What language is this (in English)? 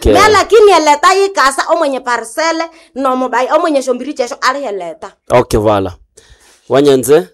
Nande